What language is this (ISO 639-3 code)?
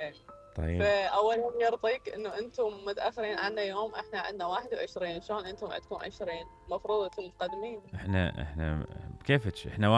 acm